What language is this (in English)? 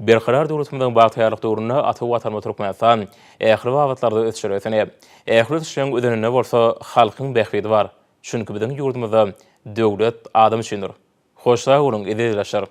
Turkmen